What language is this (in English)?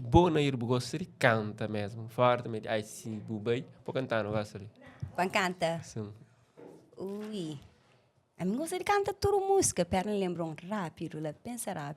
Kabuverdianu